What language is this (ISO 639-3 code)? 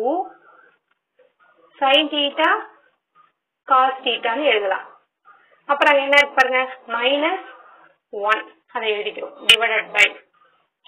tam